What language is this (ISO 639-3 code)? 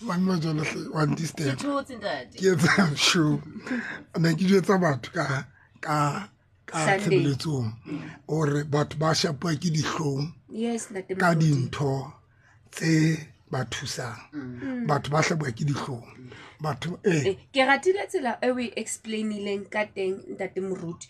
tsn